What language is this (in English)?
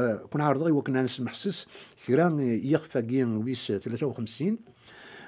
Kabyle